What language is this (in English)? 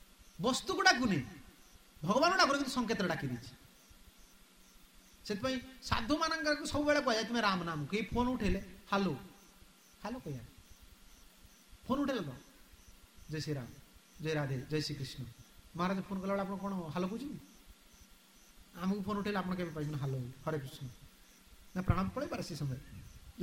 Odia